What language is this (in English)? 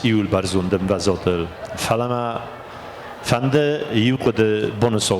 Ossetic